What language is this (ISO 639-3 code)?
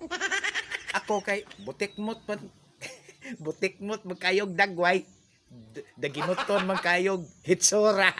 ceb